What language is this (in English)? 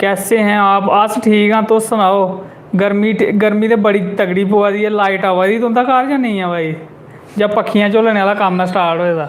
Dogri